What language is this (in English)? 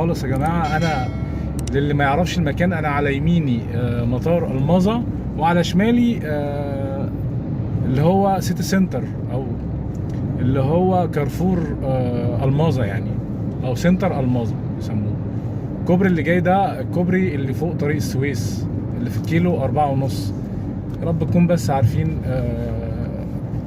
Egyptian Arabic